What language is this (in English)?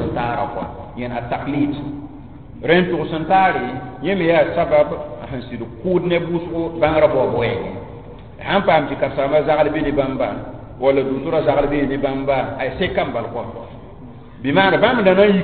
Mossi